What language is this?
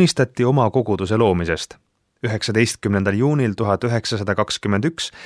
Estonian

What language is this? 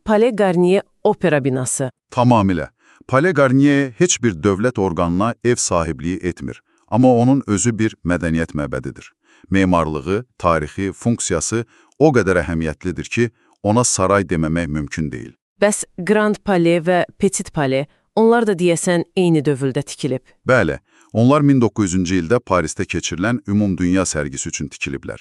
Azerbaijani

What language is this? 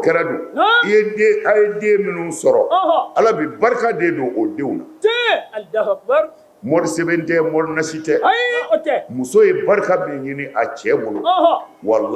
Bambara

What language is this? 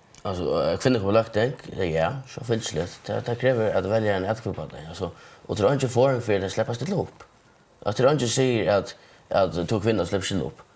Faroese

